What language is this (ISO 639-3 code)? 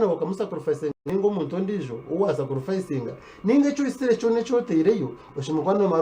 nyn